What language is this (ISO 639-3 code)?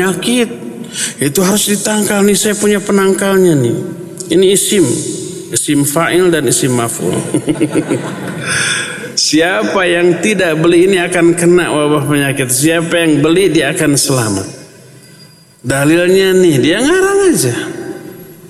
ind